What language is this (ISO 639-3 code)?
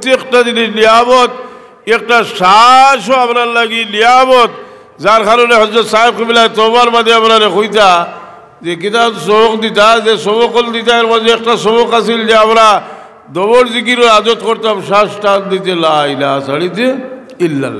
syl